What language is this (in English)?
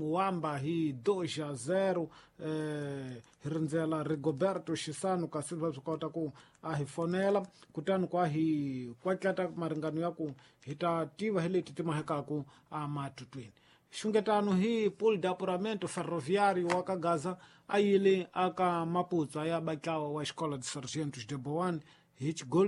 Tsonga